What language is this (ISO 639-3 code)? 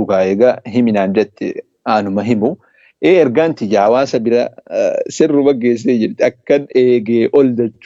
orm